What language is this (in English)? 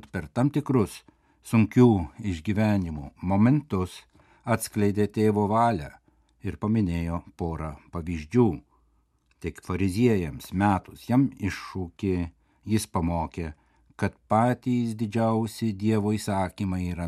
Lithuanian